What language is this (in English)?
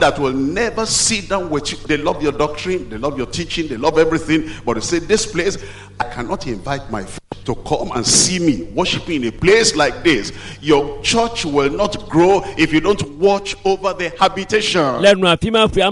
Ewe